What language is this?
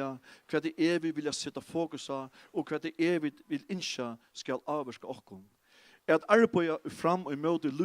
Faroese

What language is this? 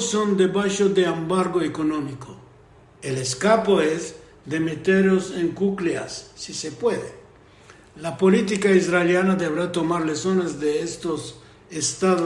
Ladino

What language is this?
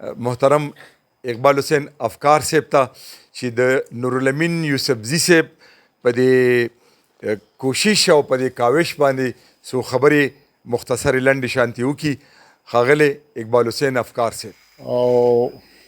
Pashto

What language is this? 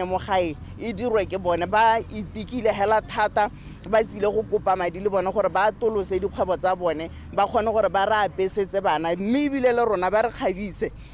Tswana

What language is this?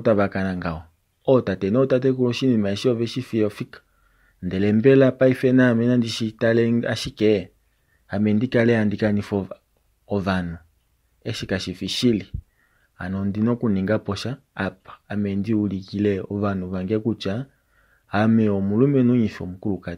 Kuanyama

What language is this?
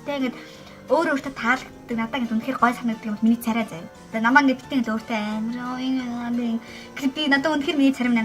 Mongolian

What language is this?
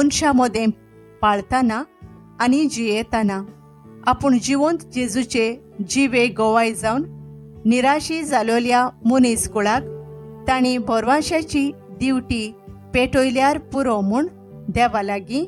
Konkani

